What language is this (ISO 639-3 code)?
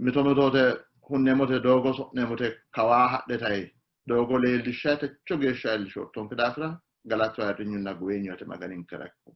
sid